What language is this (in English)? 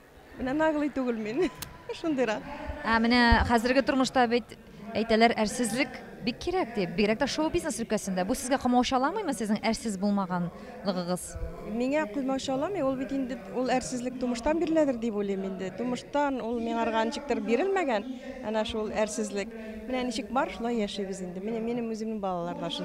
Tatar